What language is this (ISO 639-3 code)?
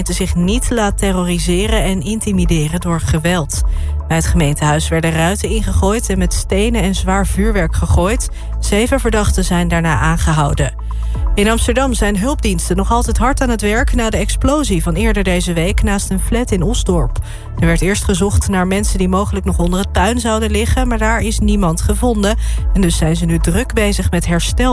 nld